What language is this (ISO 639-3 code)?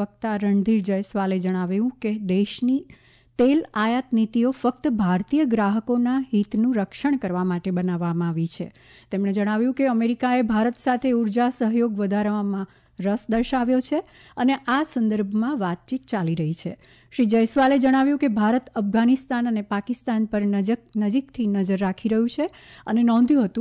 guj